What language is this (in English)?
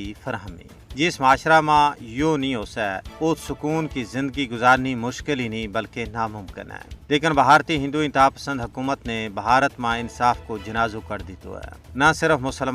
Gujari